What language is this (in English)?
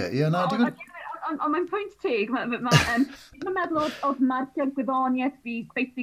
Welsh